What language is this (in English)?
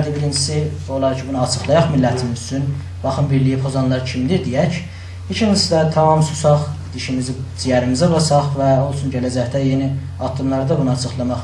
South Azerbaijani